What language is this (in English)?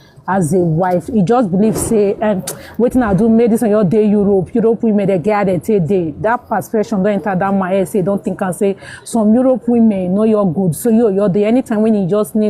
Nigerian Pidgin